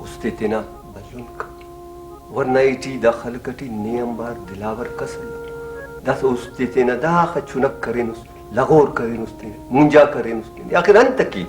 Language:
Brahui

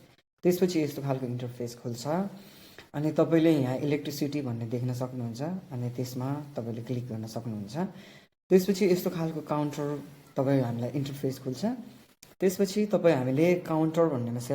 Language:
Nepali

